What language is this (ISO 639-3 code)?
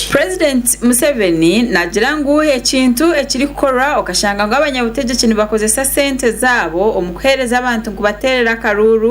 nyn